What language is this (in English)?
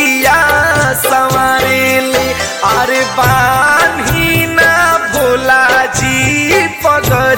Bhojpuri